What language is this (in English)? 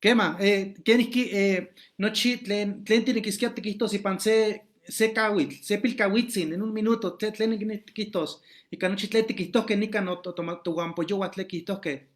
Eastern Huasteca Nahuatl